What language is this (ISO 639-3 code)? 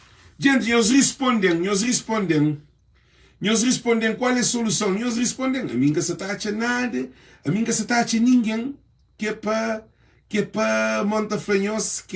kea